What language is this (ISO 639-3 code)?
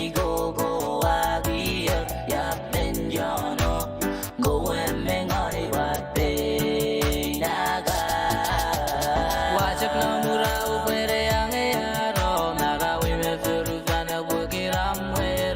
pon